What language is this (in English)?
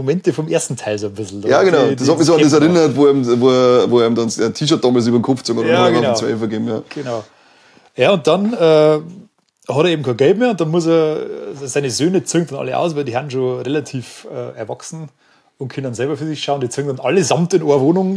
Bavarian